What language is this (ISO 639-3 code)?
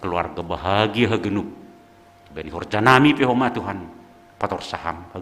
bts